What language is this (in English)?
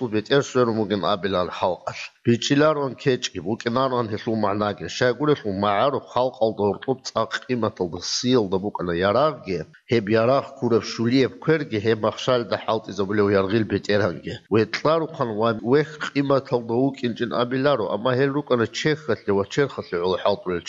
Avaric